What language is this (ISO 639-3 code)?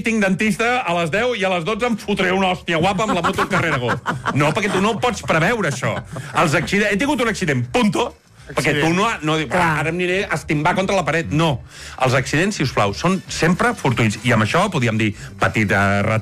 cat